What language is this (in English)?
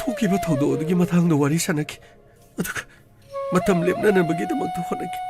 Manipuri